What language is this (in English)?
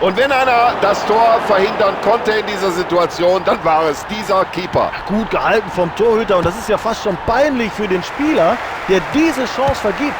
Bavarian